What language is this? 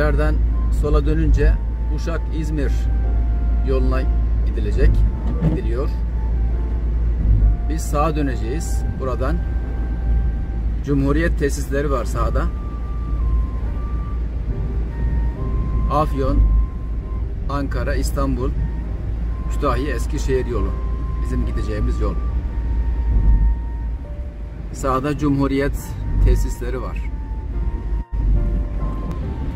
Turkish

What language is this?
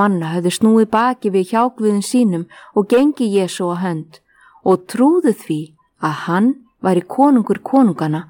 Icelandic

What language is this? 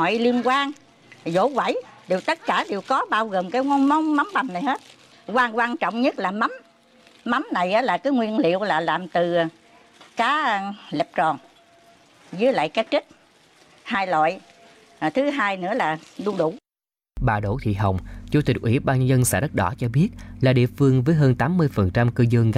Vietnamese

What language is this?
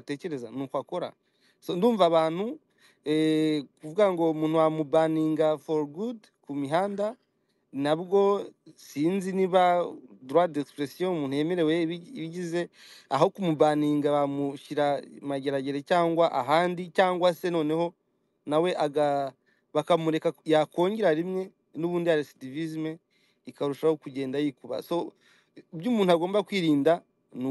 Kinyarwanda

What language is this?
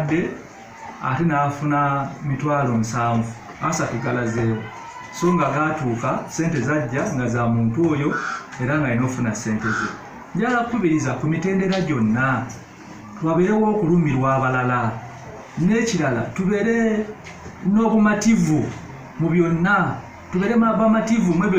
Ganda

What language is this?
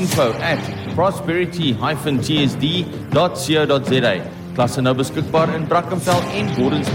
Afrikaans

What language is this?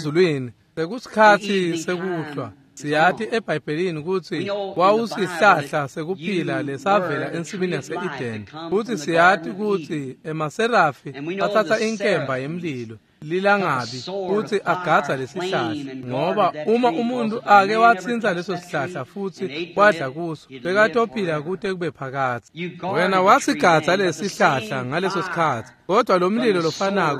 Swati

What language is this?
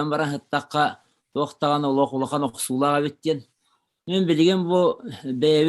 Yakut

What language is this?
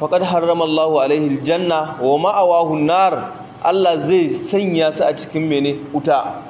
Hausa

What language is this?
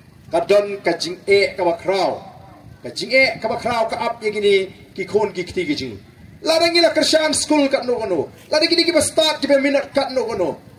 Khasi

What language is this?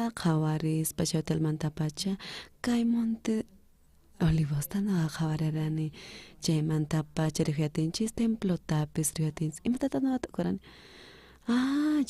South Bolivian Quechua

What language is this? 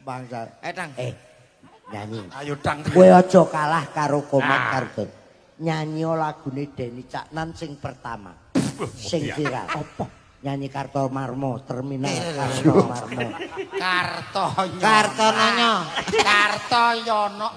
Javanese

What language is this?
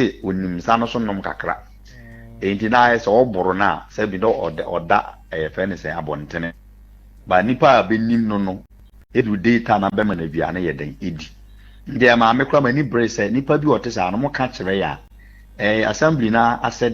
Akan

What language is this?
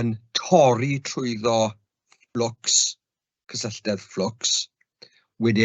Welsh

